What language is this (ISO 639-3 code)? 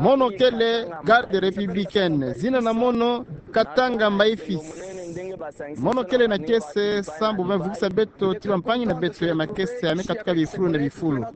ktu